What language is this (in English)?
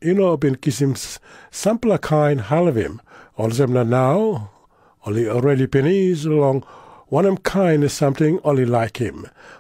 Tok Pisin